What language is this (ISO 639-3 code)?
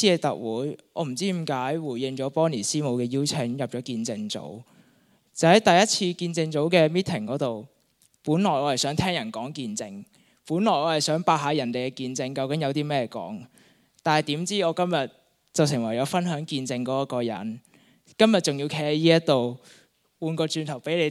yue